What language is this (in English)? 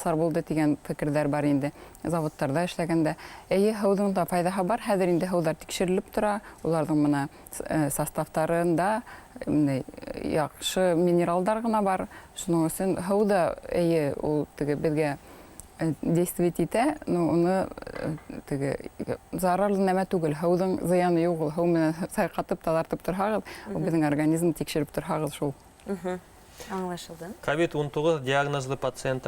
Bashkir